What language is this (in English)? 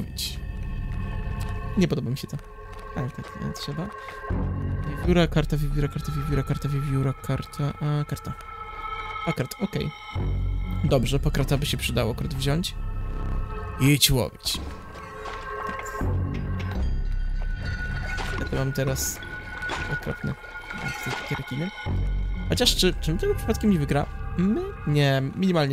Polish